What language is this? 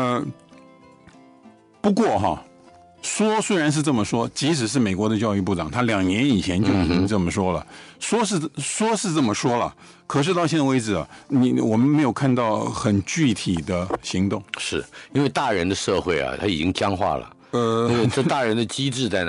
Chinese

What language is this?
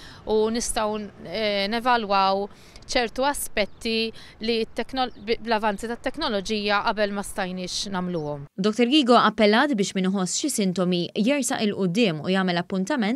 Maltese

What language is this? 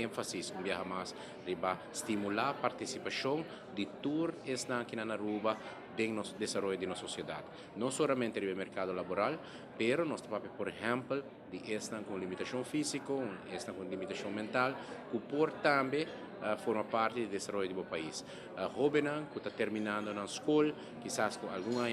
Papiamento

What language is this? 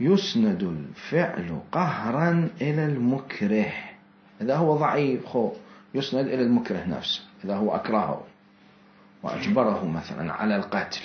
Mesopotamian Arabic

